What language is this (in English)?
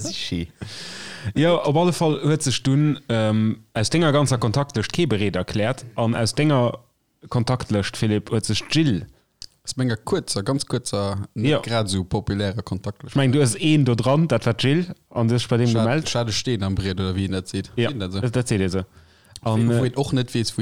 Luxembourgish